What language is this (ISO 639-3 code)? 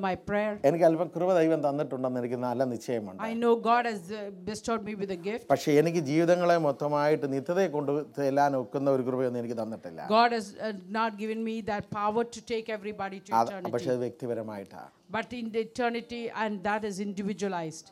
mal